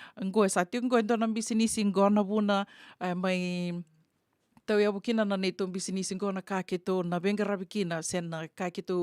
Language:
Fijian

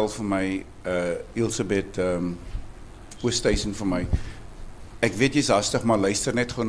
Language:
Afrikaans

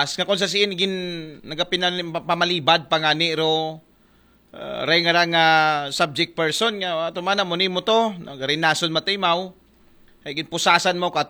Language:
Aklanon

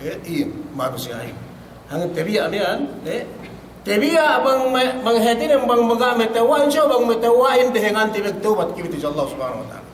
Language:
Yakan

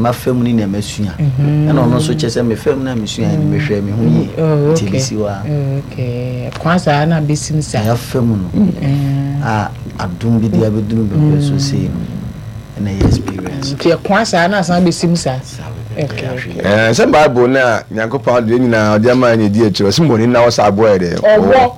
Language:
Akan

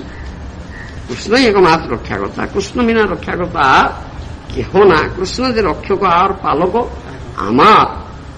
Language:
Odia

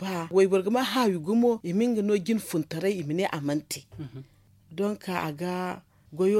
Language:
Zarma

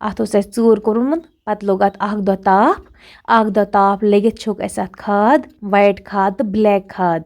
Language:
Kashmiri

